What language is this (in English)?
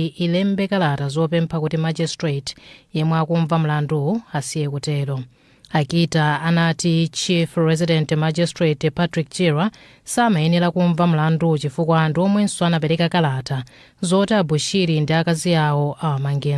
Nyanja